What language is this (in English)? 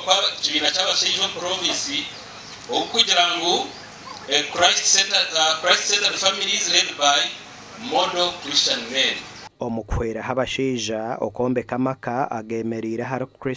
Nyankole